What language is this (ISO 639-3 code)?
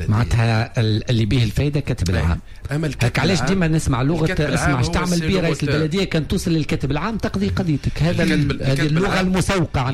aeb